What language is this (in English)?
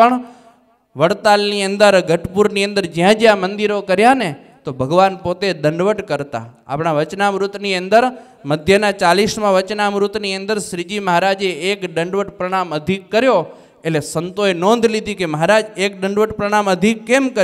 Gujarati